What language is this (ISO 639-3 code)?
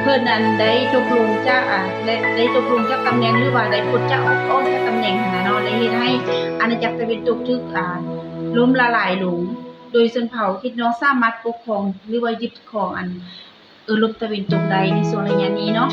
lao